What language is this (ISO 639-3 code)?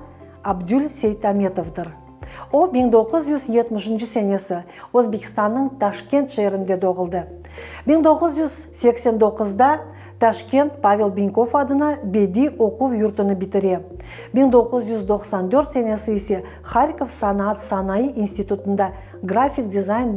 crh